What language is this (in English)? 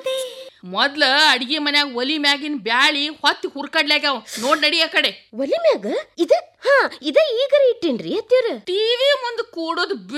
Kannada